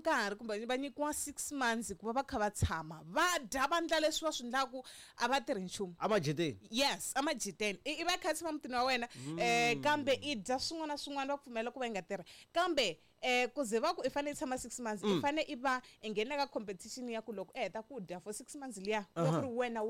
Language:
Tsonga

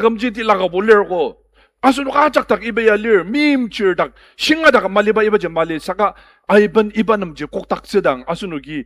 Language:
Ao Naga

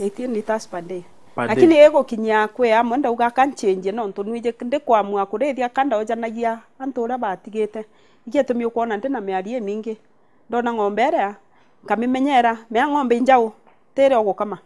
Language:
Meru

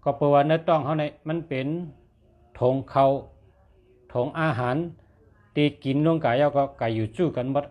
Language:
Shan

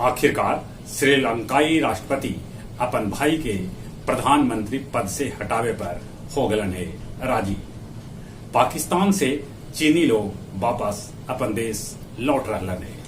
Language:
Magahi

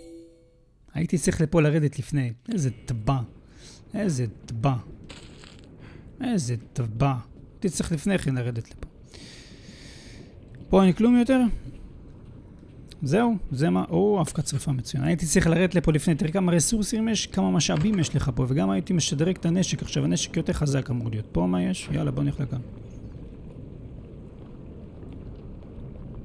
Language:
Hebrew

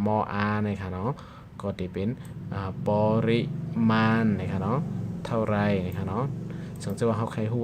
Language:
Shan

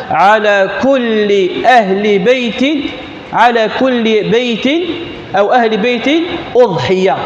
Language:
Kabyle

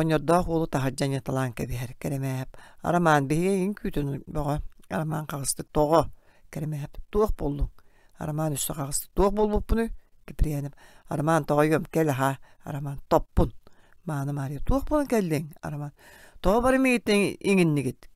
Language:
Yakut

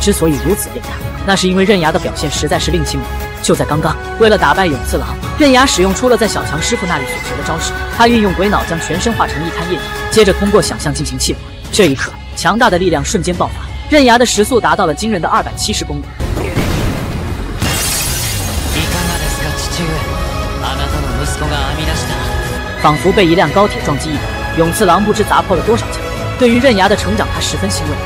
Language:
Chinese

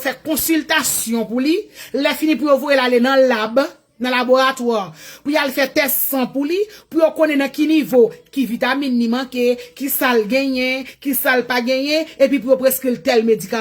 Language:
Haitian Creole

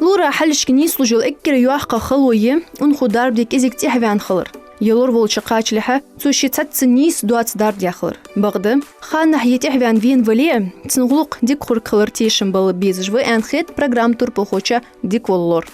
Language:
Ingush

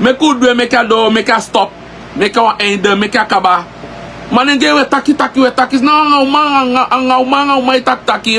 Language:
Sranan Tongo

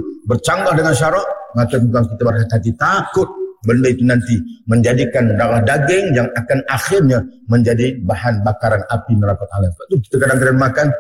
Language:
Malay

